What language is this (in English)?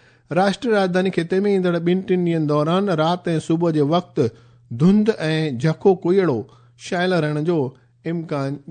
Sindhi